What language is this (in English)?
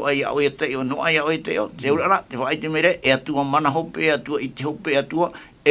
Tahitian